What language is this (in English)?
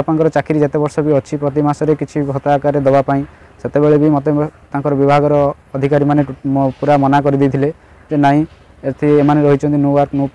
Odia